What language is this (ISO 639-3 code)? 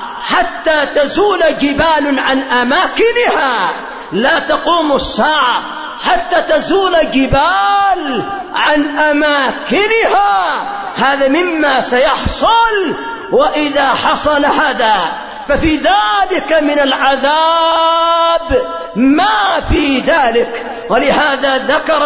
ara